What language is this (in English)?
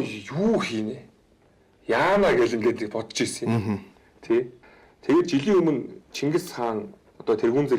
Mongolian